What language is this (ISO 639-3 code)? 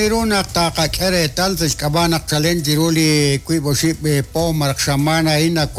kek